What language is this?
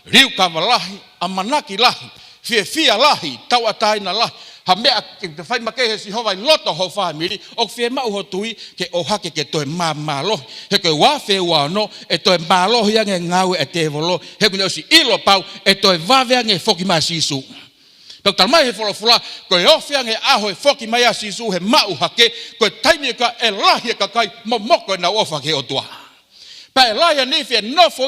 Tongan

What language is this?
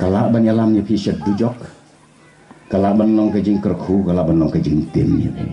Khasi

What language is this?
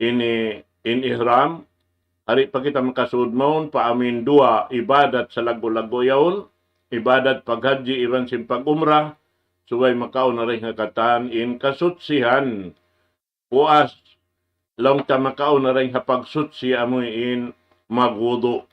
Tausug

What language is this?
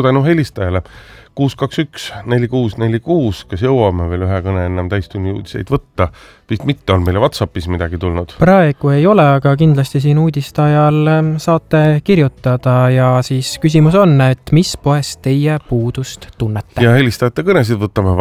Estonian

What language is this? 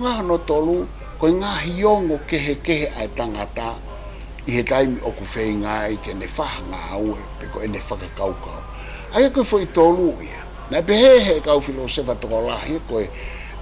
Tongan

